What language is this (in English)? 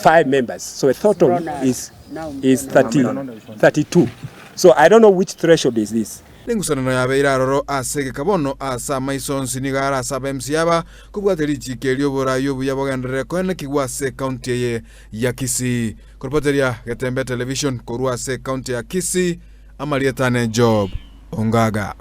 Gusii